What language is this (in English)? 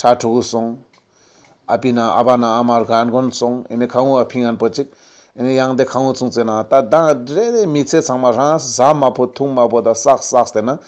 Ladakhi